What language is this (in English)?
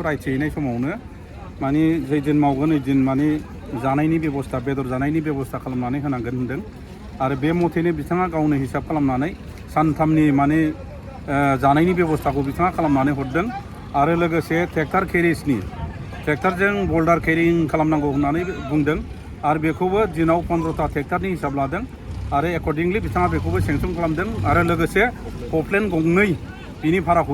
Bodo